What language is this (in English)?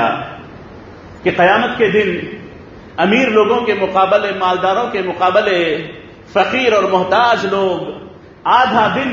Urdu